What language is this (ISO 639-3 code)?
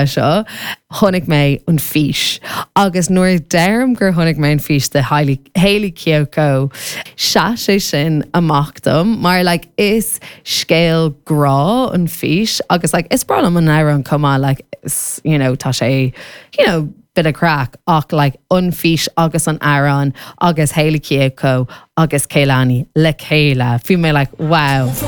gle